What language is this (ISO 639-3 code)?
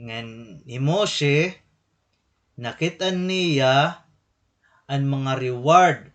war